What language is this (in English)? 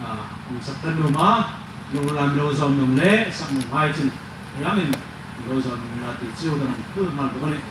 Hmar